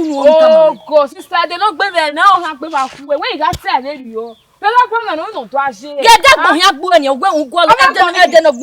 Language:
Bini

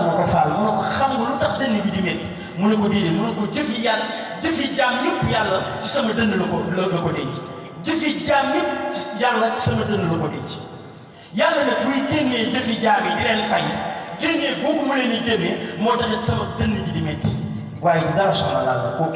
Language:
Wolof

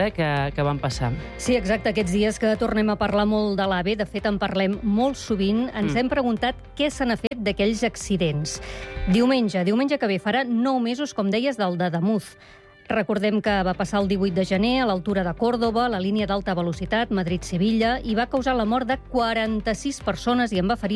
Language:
Catalan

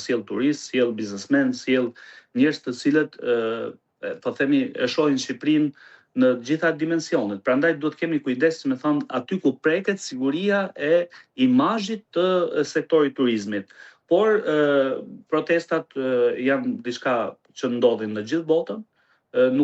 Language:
Albanian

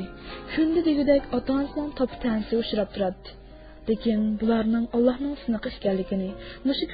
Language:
Uyghur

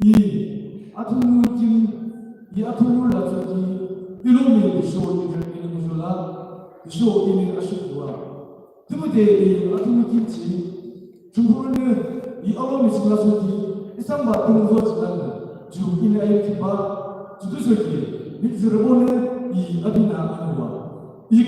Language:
Yimchungru Naga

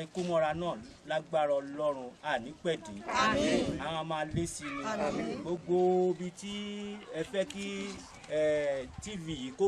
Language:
Yoruba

